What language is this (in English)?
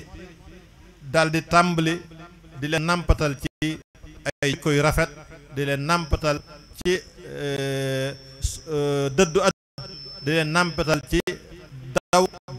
Wolof